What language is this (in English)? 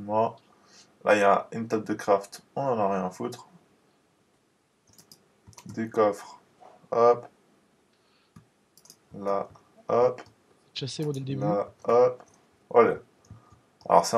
French